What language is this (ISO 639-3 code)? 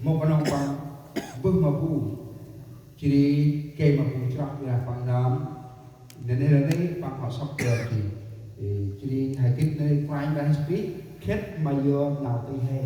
cmo